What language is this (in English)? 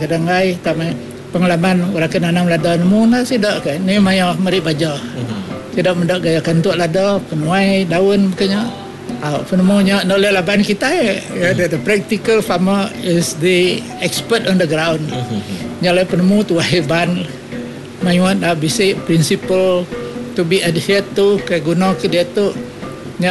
Iban